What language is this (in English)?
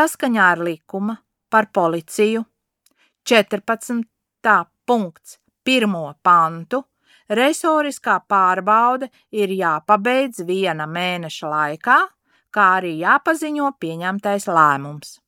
Latvian